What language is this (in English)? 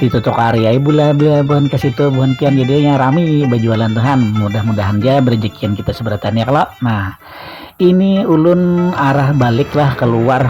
Banjar